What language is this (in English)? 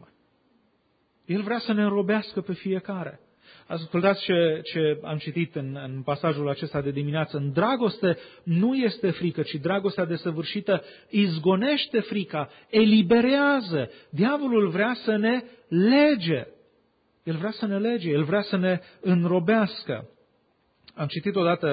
Romanian